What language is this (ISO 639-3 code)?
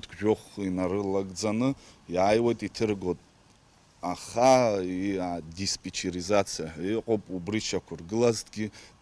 abk